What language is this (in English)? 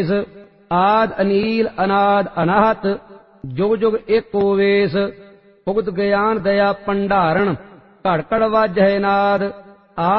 Punjabi